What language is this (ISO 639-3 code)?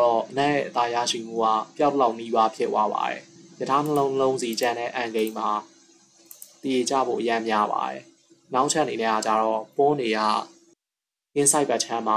mya